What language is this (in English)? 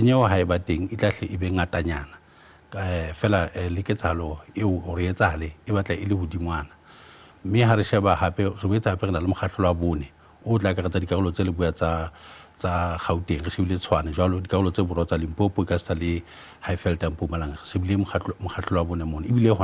Southern Sotho